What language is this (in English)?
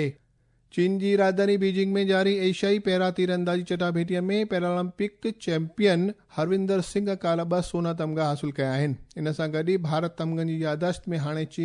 Sindhi